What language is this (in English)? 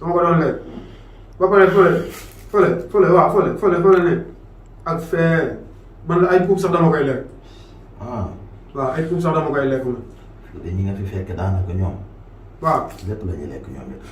Wolof